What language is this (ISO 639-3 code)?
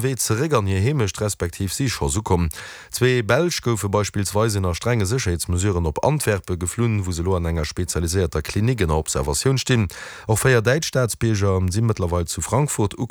ltz